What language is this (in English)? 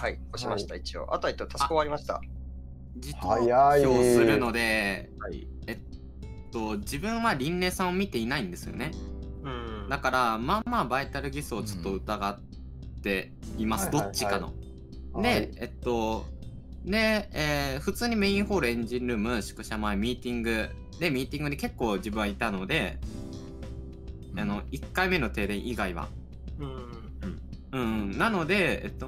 Japanese